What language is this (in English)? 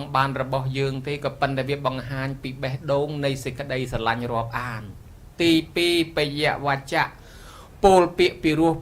Khmer